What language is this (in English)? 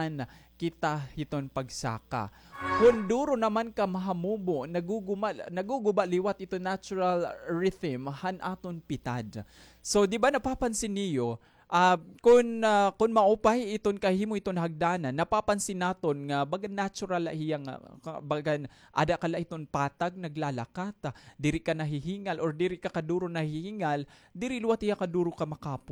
Waray